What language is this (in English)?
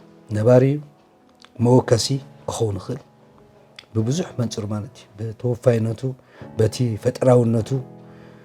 Tigrinya